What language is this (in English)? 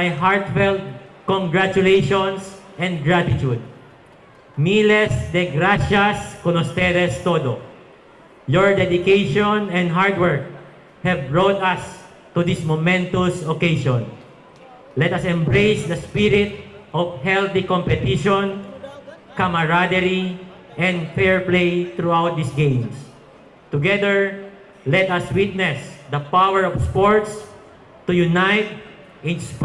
Bikol